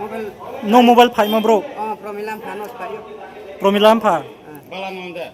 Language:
Riang (India)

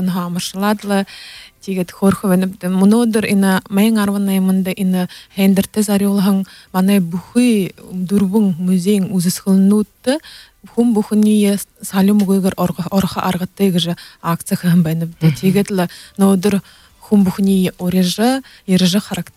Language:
Buriat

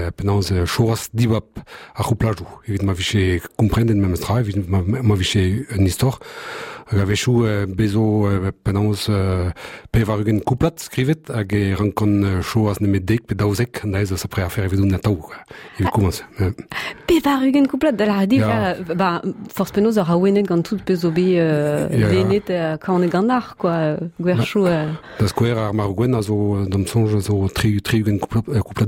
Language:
Breton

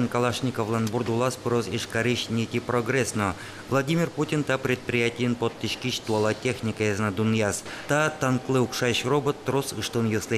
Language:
Udmurt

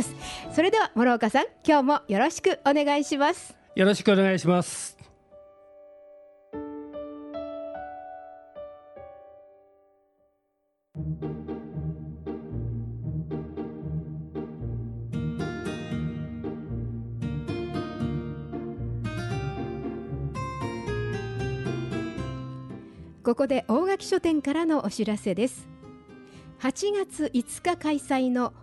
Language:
Japanese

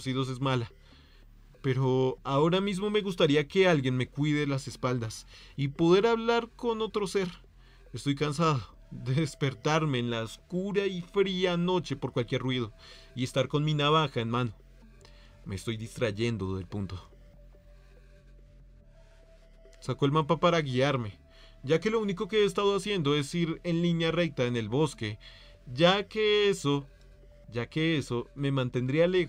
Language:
Spanish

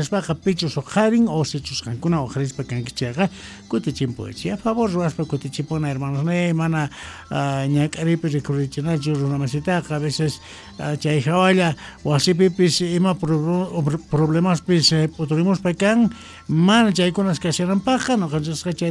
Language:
Quechua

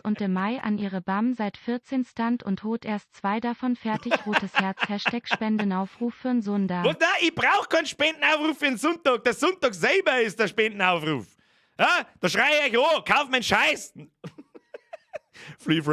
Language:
Bavarian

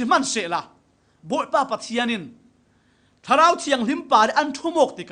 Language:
Falam Chin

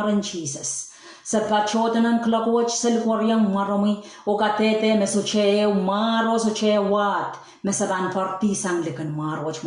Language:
Pohnpeian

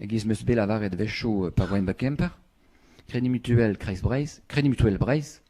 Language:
Breton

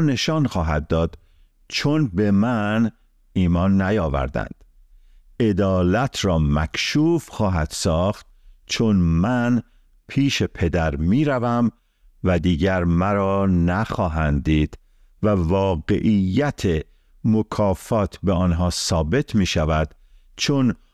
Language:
Persian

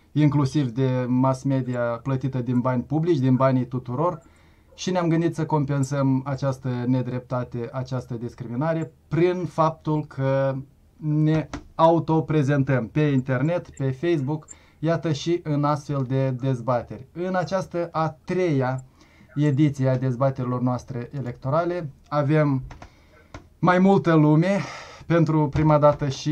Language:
Romanian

